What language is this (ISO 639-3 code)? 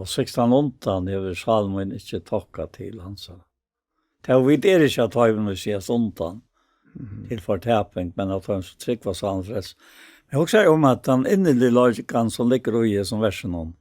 fao